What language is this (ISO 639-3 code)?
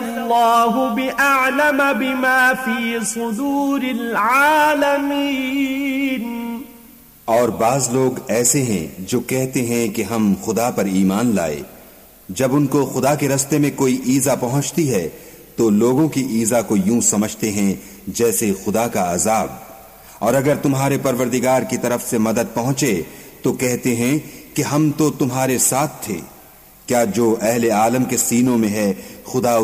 urd